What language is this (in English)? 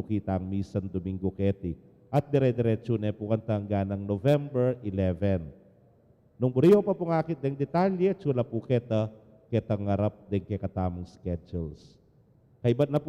Pampanga